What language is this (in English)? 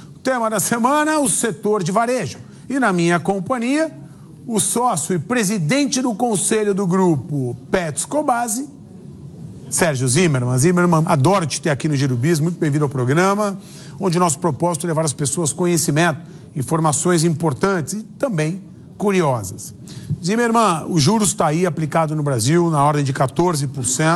Portuguese